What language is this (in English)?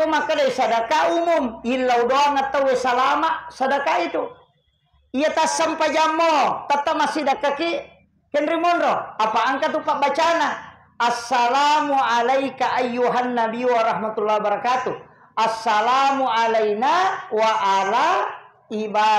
Buginese